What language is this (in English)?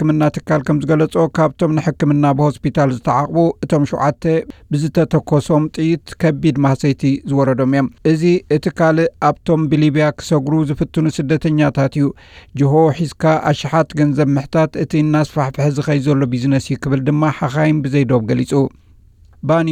Tigrinya